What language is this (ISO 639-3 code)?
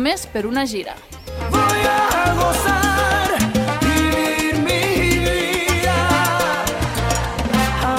cat